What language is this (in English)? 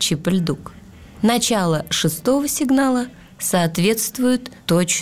Russian